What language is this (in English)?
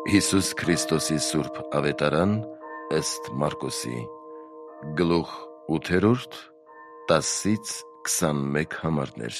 Armenian